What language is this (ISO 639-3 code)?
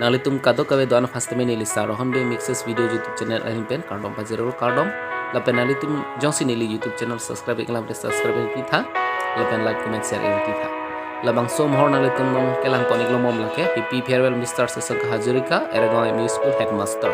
mjw